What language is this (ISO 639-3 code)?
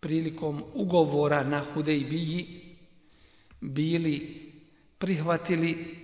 bos